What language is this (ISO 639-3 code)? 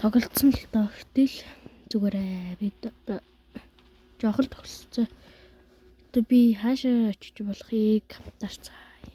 mon